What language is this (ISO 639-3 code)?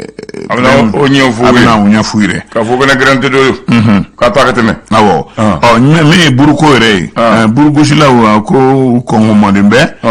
bam